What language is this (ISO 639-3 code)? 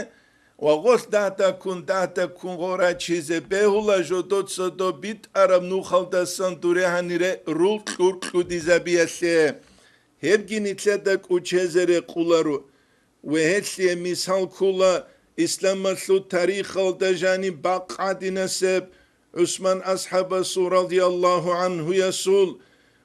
ava